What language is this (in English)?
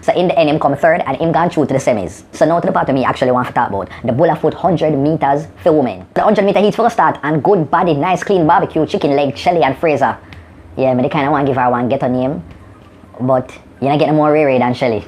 Jamaican Creole English